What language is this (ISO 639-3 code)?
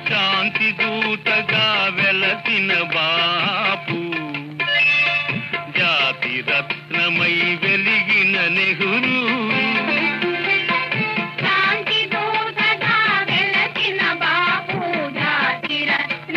tel